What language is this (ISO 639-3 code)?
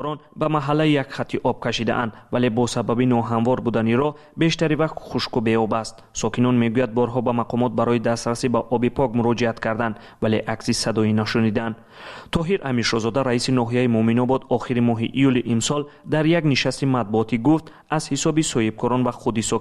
tgk